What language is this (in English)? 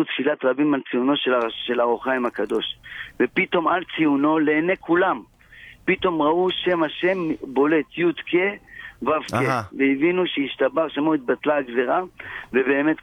Hebrew